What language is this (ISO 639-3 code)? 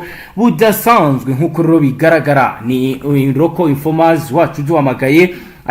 kin